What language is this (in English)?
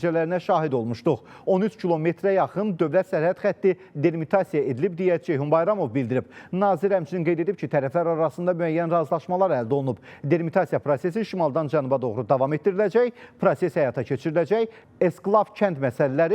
Azerbaijani